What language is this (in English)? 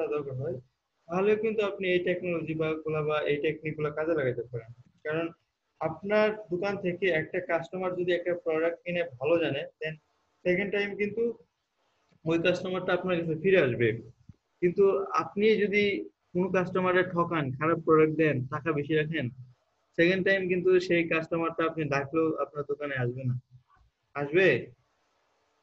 Bangla